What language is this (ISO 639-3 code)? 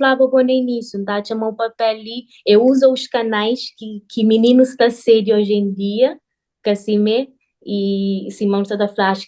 kea